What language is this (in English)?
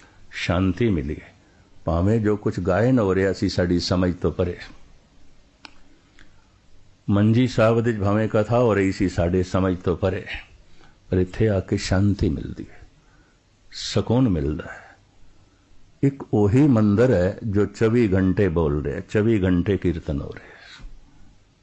Punjabi